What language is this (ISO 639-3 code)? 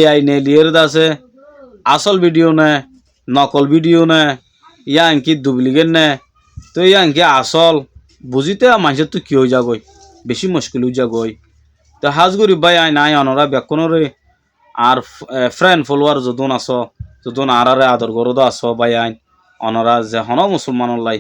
rhg